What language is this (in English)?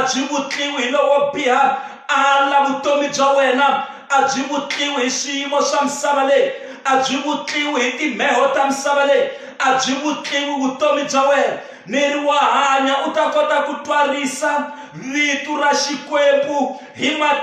Tsonga